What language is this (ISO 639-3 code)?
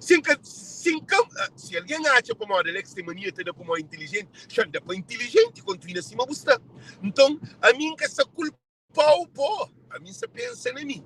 kea